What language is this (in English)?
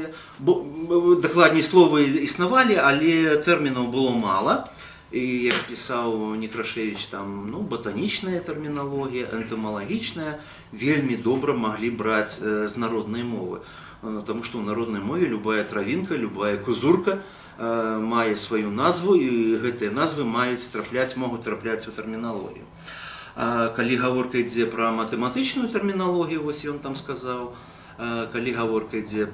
Belarusian